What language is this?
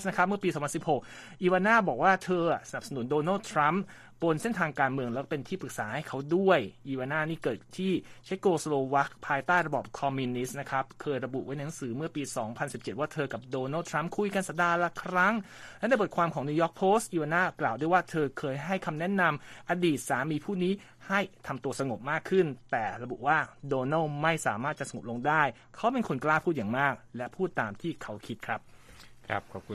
Thai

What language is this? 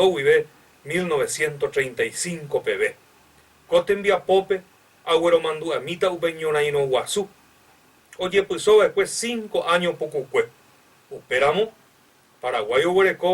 Guarani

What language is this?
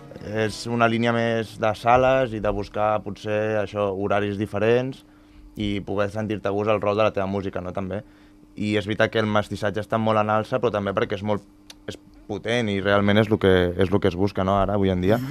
Catalan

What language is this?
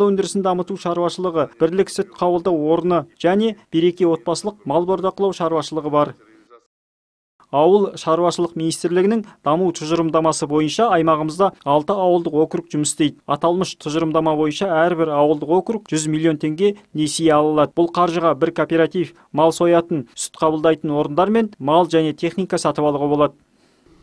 Kazakh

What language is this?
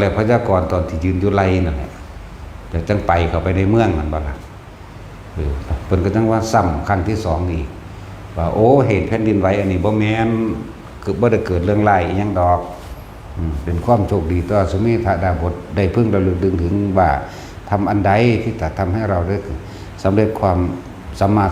Northeastern Thai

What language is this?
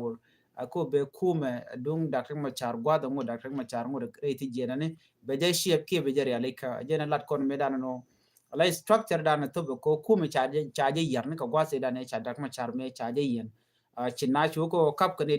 Nuer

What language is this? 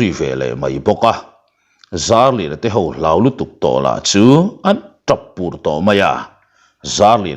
Mizo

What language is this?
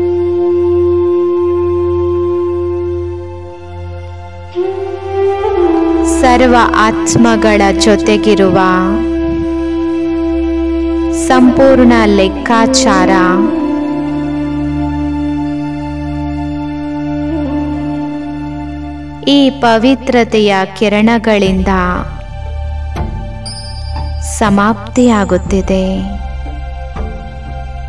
Kannada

